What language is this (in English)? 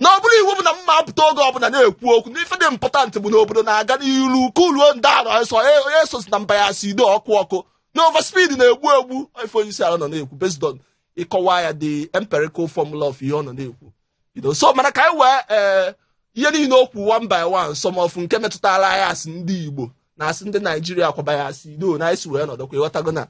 Igbo